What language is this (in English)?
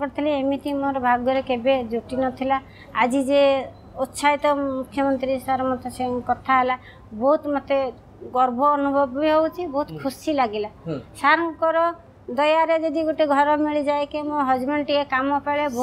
Odia